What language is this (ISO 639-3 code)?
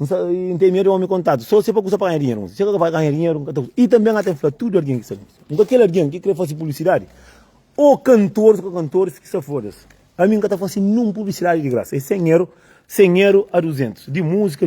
kea